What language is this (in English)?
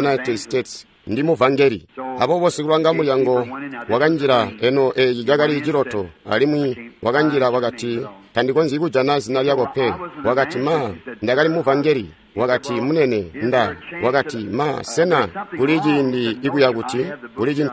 Tonga (Zambia)